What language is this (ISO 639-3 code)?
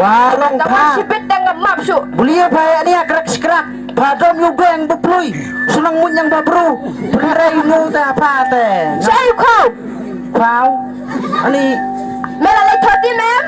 kha